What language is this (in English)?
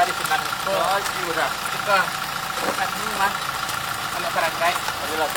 Minangkabau